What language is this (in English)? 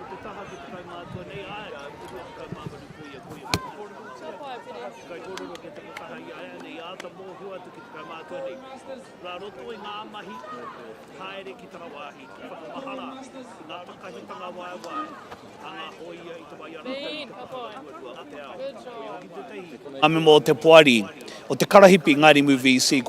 Māori